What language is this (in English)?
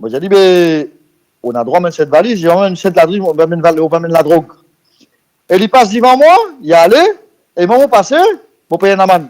Morisyen